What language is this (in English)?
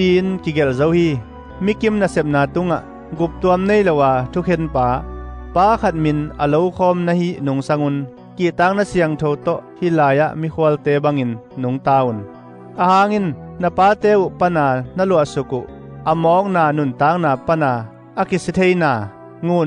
Tedim Chin